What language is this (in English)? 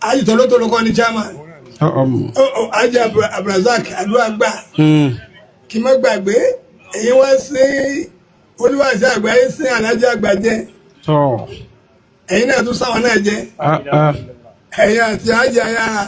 Yoruba